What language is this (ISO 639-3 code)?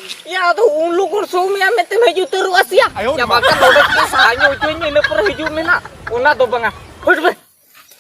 sat